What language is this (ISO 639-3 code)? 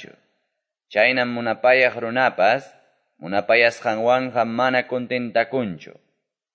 que